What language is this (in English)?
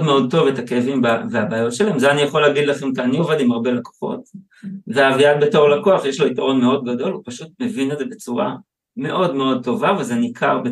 Hebrew